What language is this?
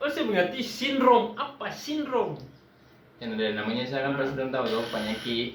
Ambonese Malay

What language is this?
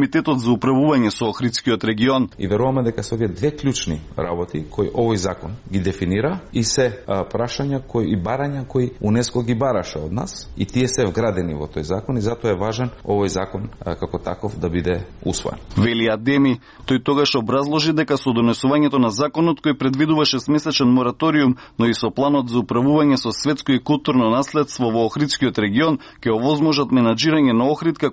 Macedonian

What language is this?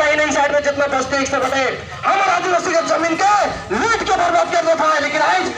Sadri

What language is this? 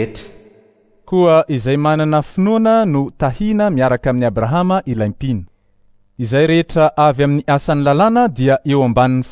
Malagasy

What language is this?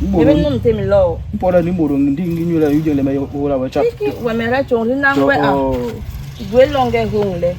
Basaa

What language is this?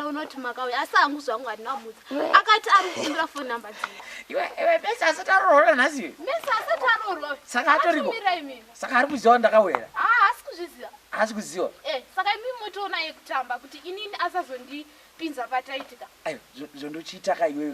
Shona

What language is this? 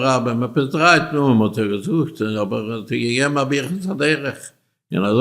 Yiddish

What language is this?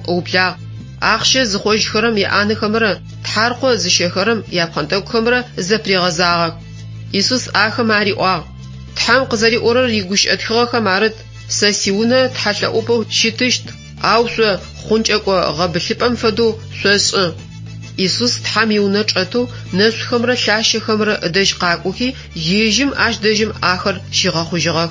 Adyghe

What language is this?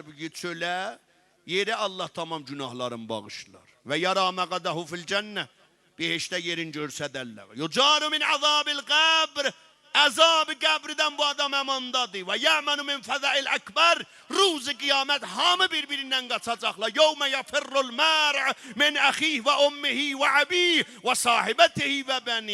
South Azerbaijani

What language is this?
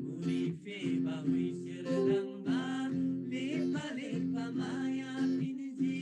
Eastern Tamang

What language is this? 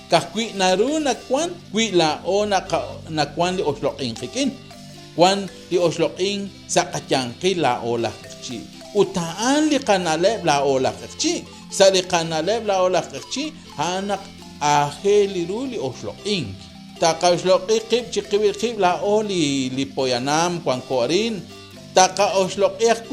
Kekchí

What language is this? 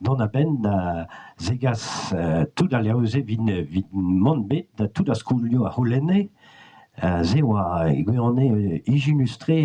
Breton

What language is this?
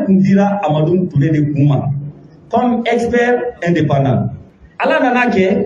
Bambara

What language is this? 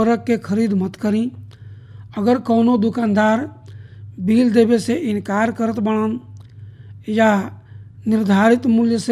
Bhojpuri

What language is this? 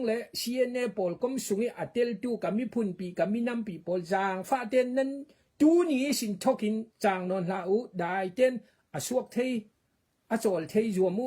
Falam Chin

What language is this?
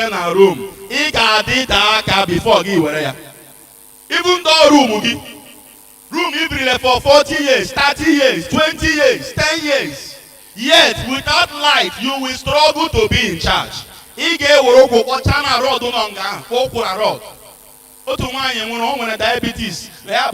Igbo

